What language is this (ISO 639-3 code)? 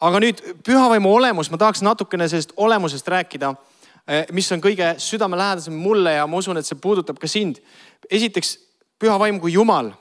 est